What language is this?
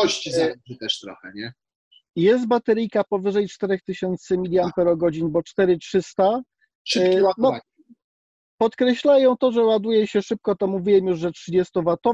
Polish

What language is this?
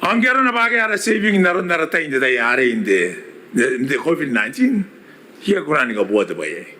Gilbertese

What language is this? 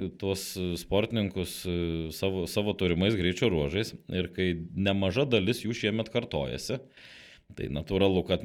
Lithuanian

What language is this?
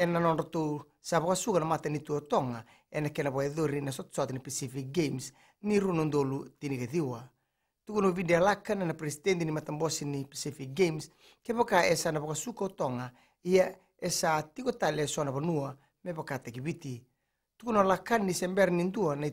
Fijian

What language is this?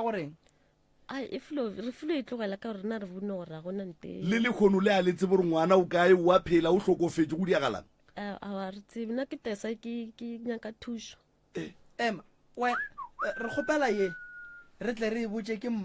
Northern Sotho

